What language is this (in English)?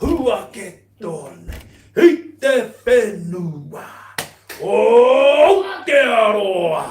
Māori